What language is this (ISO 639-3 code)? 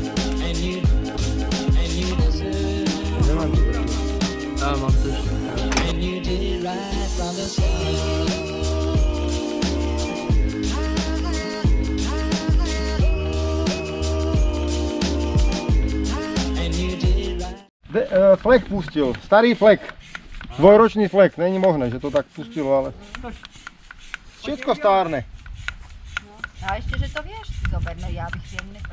slk